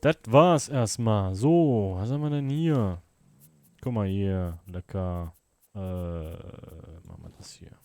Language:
Swiss German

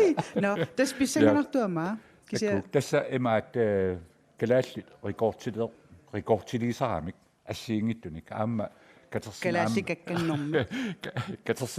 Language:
Kalaallisut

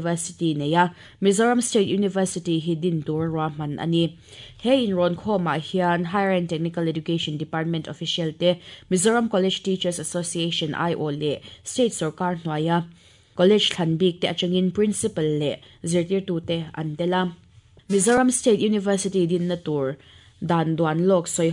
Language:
Mizo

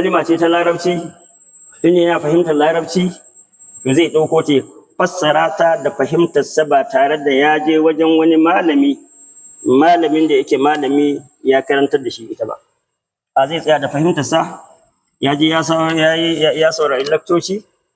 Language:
Hausa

